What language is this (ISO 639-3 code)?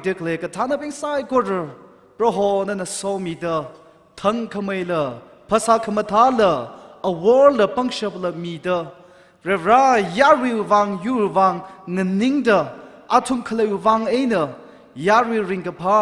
nmf